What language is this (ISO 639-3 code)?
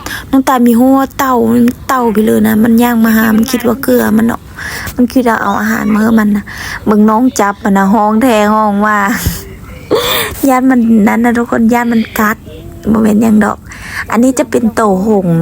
lao